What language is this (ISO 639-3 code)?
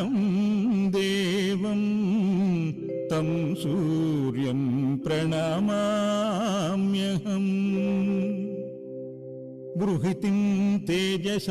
tel